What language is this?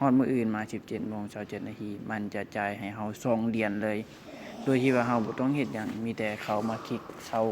Lao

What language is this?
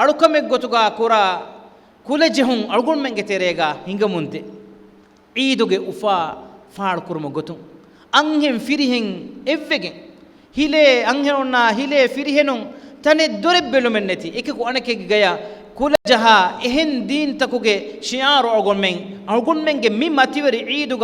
Divehi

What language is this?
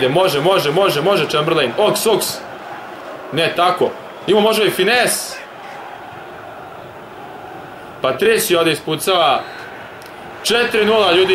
Serbian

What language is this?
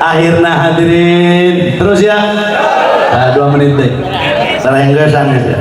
Sundanese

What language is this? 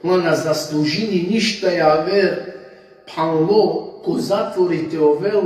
Balkan Romani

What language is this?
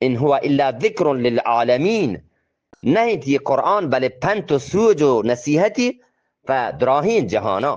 Eastern Balochi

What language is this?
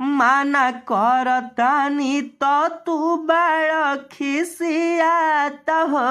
Bhojpuri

